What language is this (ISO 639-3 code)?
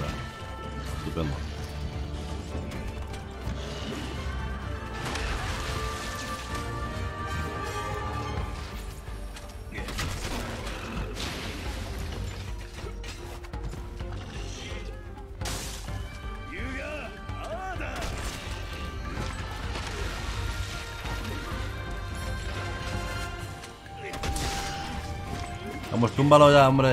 spa